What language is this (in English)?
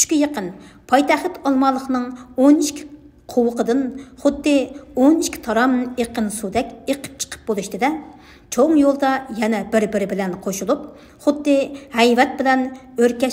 Uyghur